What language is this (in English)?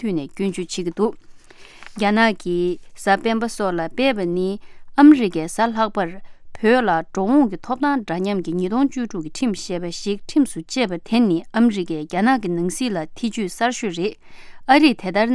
Tibetan